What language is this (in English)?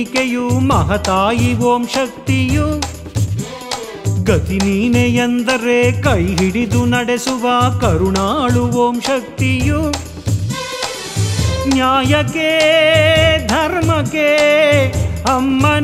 Kannada